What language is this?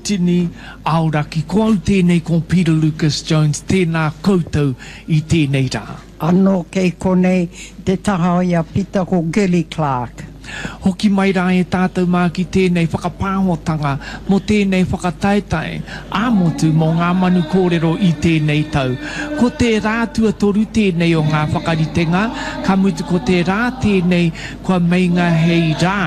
Māori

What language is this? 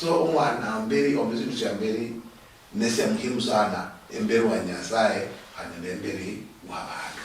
Luyia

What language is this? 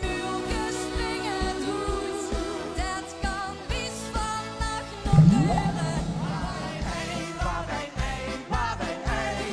Limburgish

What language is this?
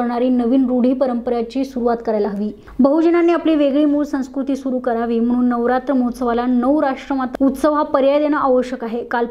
Marathi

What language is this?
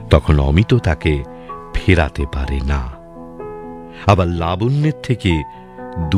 Bangla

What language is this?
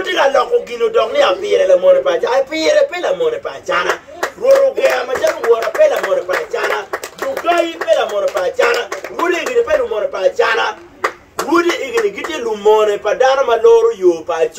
Acoli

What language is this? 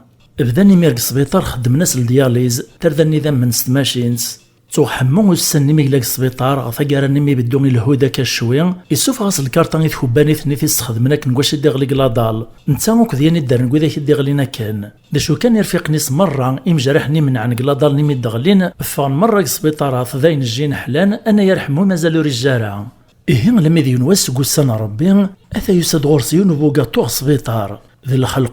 Kabyle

